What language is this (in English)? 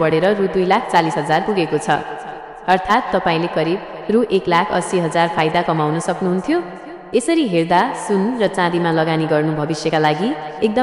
Nepali